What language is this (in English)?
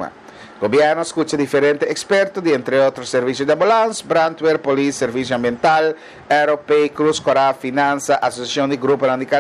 Papiamento